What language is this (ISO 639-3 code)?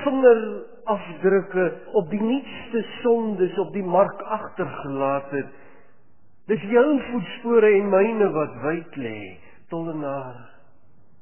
afr